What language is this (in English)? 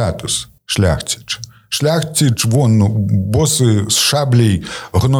Belarusian